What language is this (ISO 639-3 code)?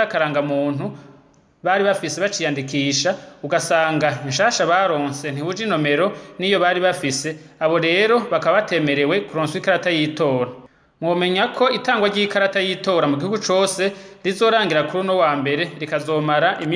run